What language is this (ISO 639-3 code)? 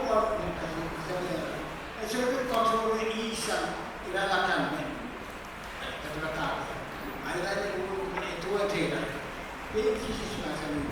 pon